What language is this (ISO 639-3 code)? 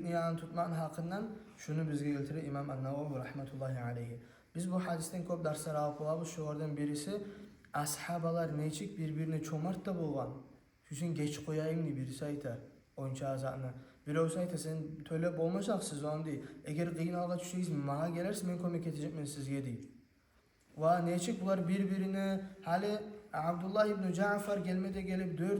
kum